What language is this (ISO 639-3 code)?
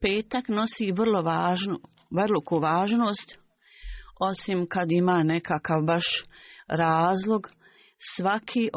bos